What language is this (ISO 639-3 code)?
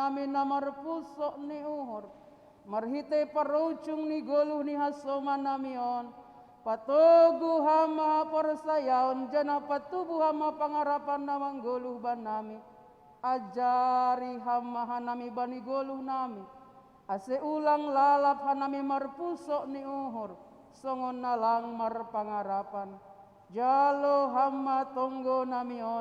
bts